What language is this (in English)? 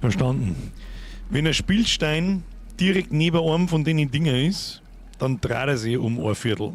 Bavarian